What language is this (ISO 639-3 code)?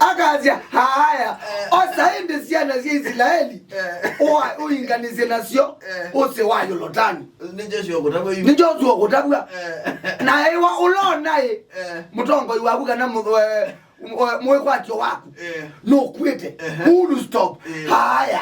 kam